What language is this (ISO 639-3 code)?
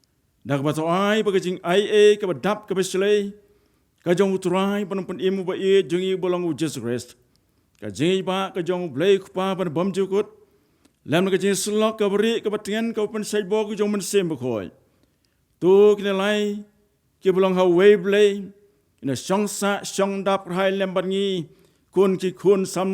kha